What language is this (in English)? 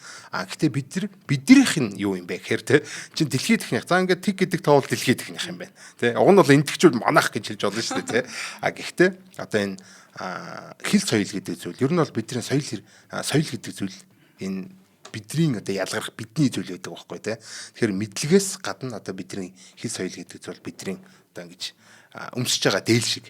Mongolian